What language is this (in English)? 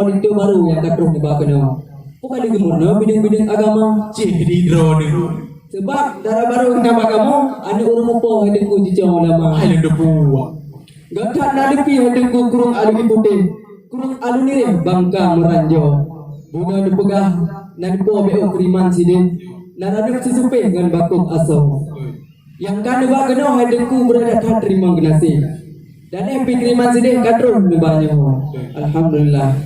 Achinese